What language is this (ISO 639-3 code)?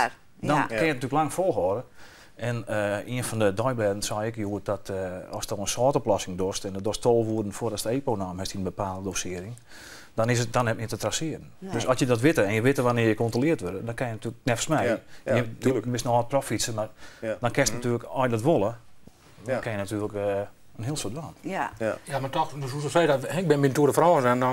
fry